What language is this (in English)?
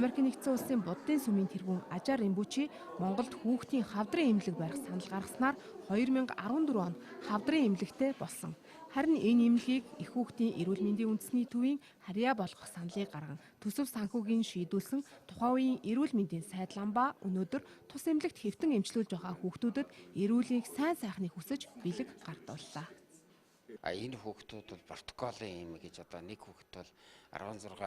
Mongolian